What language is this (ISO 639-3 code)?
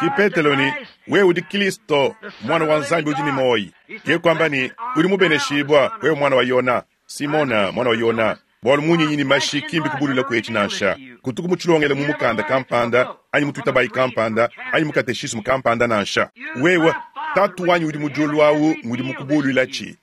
lua